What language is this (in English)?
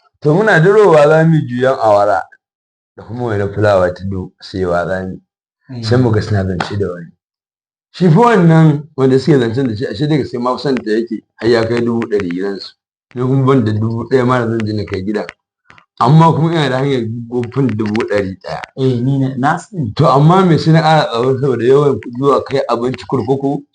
Hausa